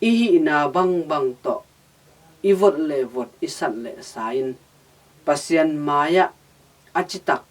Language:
Tedim Chin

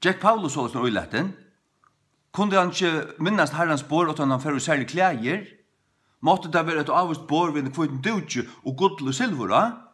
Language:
Faroese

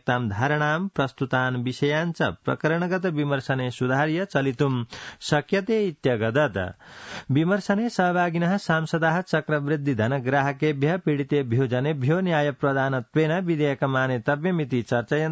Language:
Sanskrit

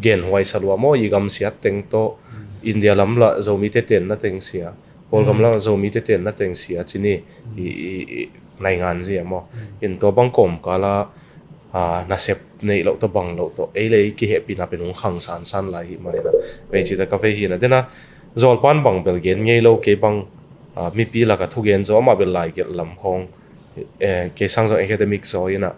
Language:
Tedim Chin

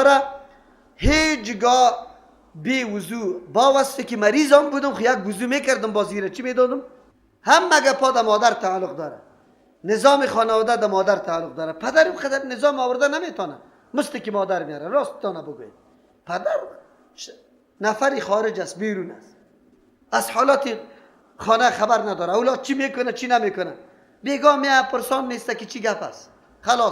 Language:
Persian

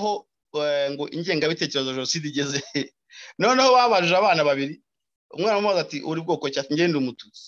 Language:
Kinyarwanda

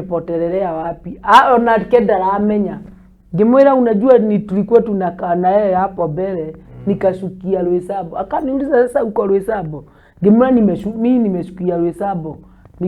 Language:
Kikuyu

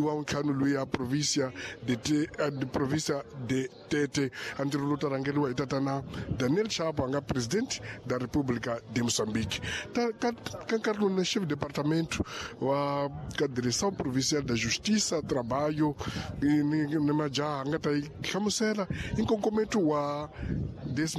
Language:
Tsonga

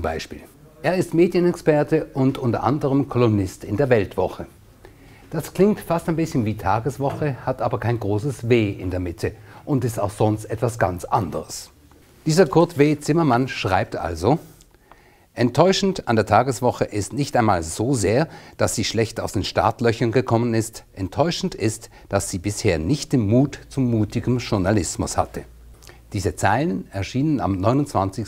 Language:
Swiss German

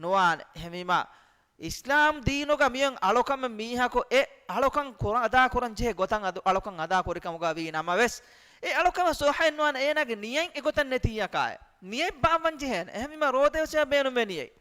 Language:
Divehi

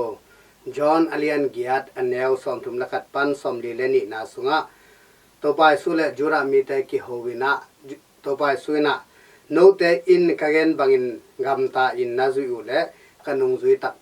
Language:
Tedim Chin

